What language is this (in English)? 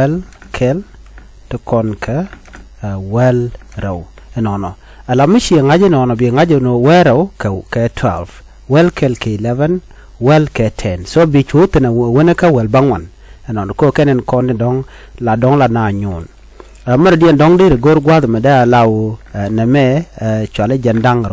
Nuer